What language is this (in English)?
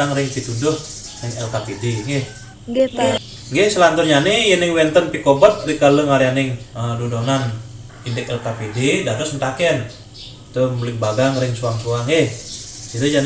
Balinese